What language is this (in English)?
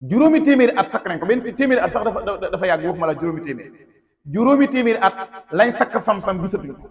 Wolof